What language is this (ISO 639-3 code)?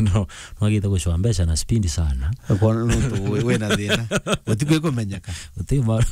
mer